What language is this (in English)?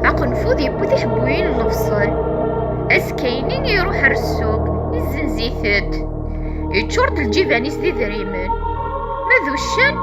Kabyle